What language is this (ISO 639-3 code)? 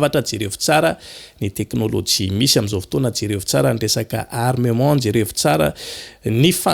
mlg